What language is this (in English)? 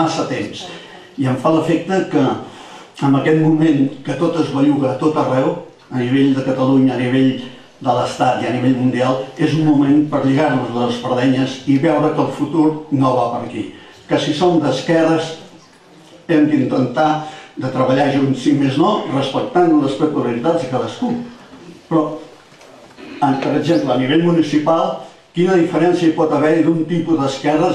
Catalan